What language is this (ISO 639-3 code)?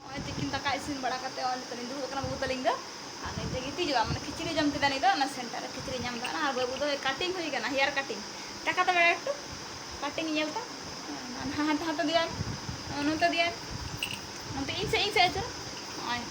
sat